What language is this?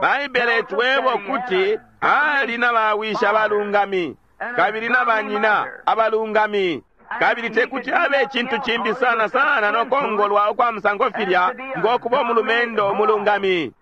Bemba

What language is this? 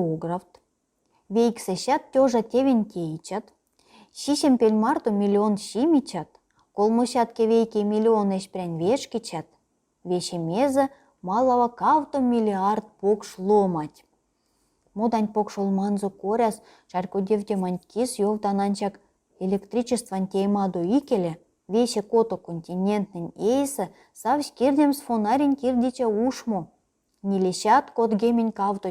Erzya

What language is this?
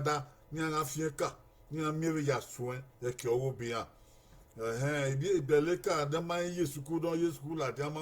Bini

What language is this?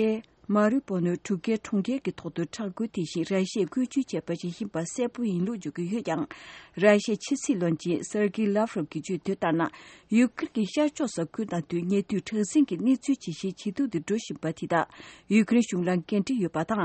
Tibetan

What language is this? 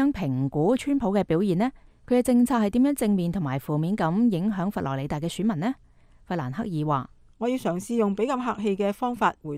Cantonese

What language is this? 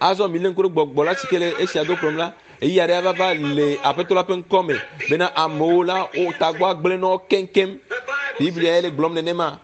Ewe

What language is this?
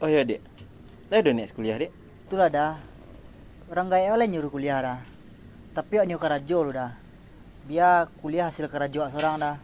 Minangkabau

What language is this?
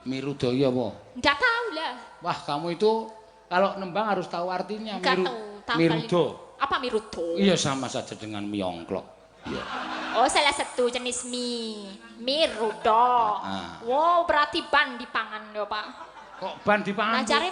Javanese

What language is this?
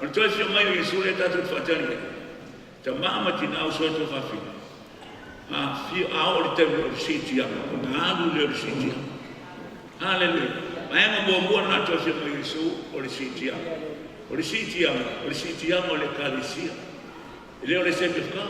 Samoan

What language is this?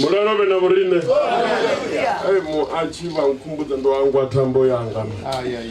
Venda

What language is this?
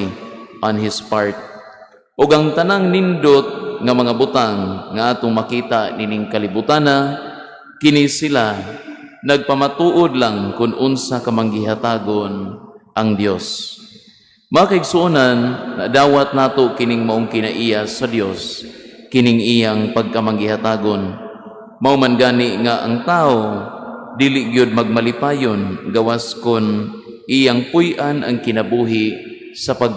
Cebuano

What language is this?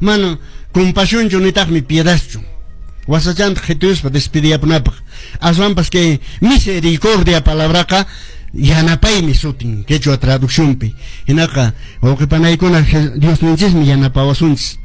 Quechua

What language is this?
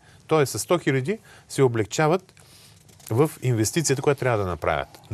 Bulgarian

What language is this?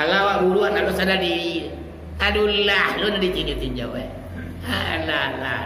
Minangkabau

